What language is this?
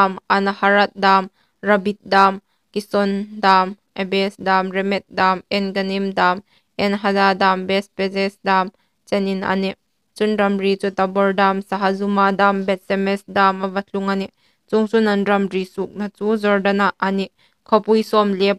Hmar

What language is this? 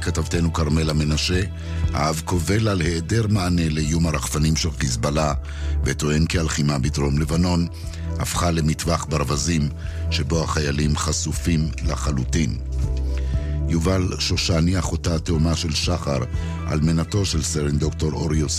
Hebrew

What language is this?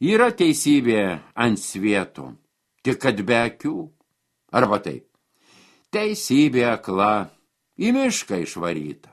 Lithuanian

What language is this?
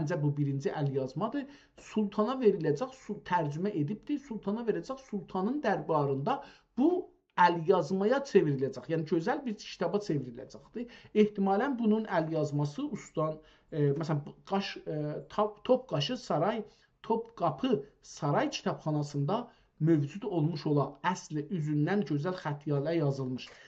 South Azerbaijani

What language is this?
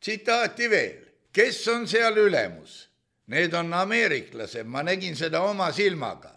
Estonian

